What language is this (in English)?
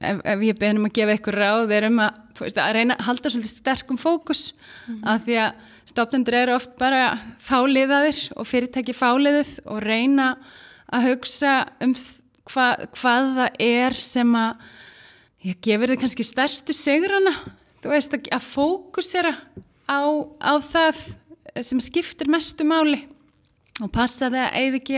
Icelandic